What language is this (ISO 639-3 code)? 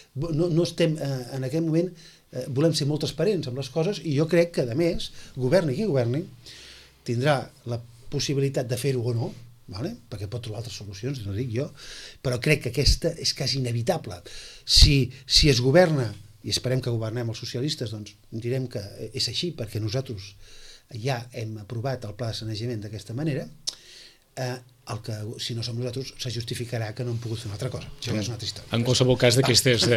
cat